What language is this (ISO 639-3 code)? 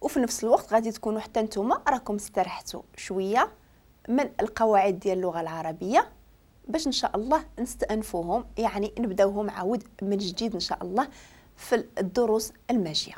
ary